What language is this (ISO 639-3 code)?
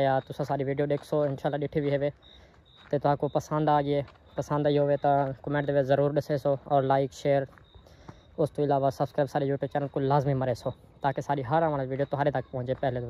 skr